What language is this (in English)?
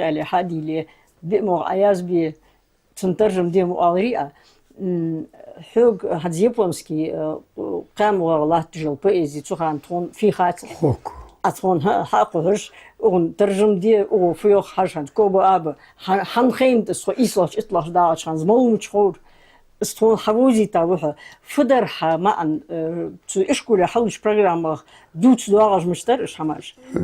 Ingush